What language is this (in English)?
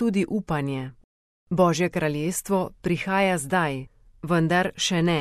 Slovenian